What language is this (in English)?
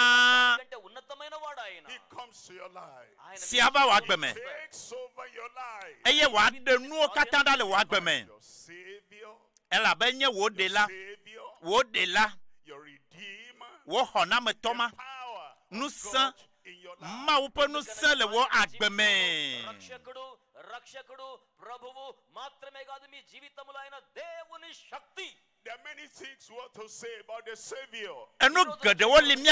Ewe